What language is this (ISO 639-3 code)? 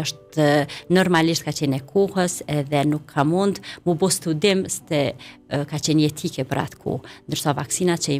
sqi